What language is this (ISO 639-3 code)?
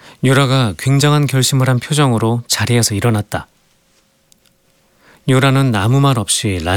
kor